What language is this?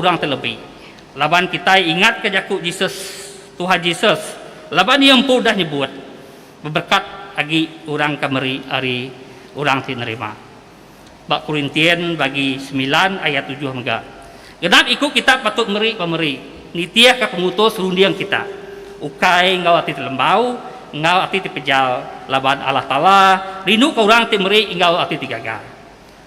Iban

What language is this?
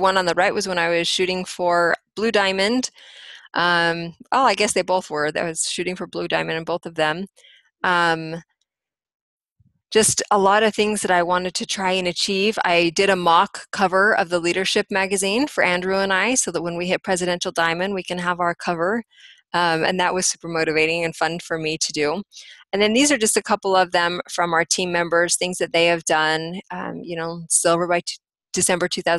English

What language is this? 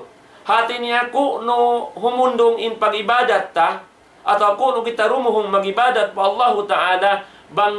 Tausug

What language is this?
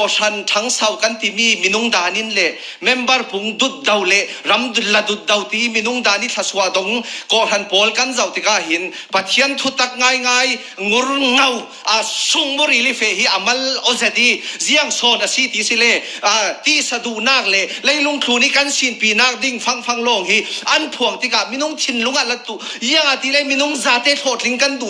Falam Chin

